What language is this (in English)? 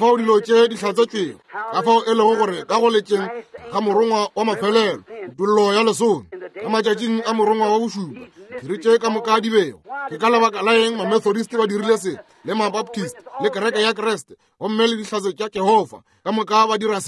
Northern Sotho